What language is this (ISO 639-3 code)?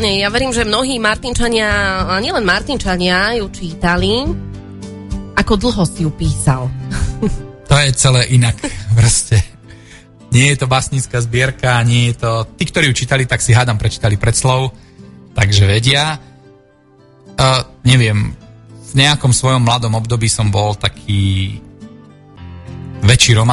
slk